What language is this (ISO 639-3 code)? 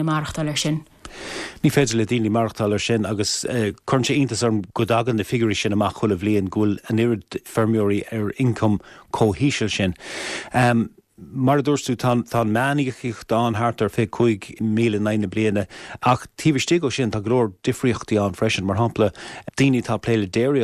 gle